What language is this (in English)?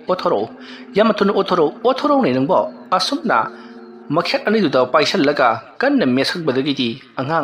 Manipuri